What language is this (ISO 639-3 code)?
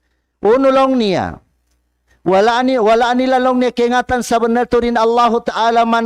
tsg